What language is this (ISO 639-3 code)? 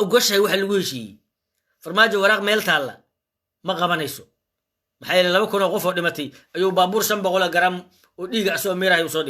som